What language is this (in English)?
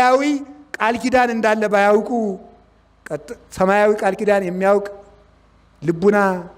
Amharic